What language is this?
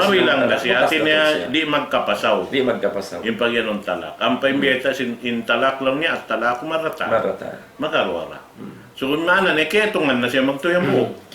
Tausug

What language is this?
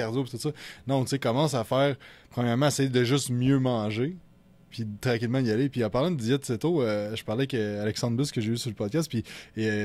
French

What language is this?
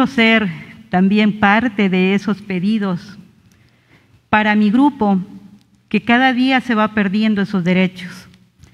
Spanish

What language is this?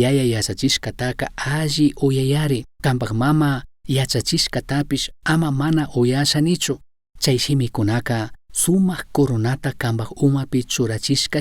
Chimborazo Highland Quichua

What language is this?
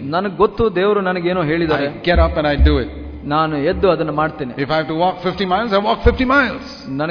Kannada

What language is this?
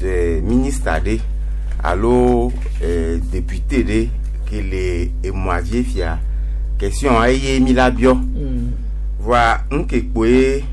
Gen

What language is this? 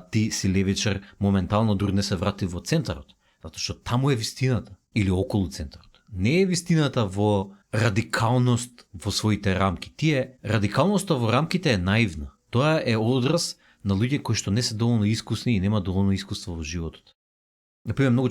Macedonian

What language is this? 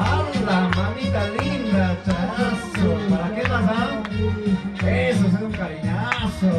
Ayacucho Quechua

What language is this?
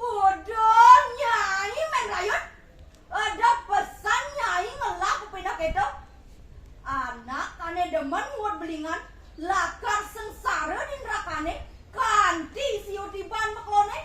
Balinese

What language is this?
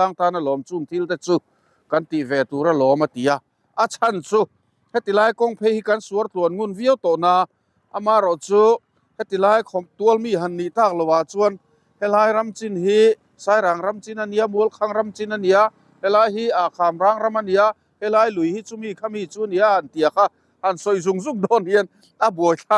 Mizo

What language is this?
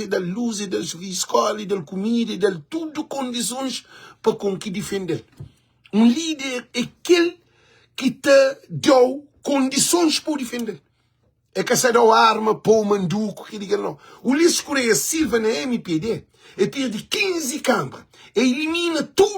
Kabuverdianu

